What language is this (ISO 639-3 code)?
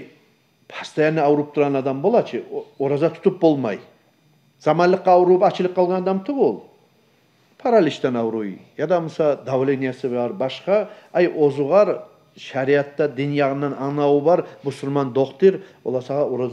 kum